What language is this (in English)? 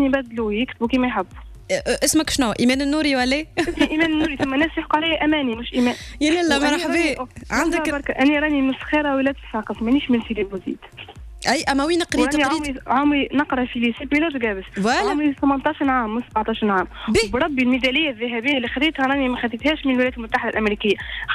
Tunisian Arabic